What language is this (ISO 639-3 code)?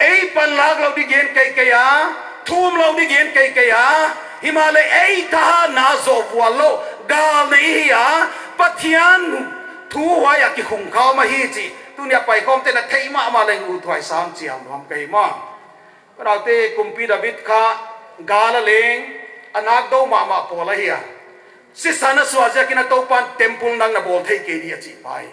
pck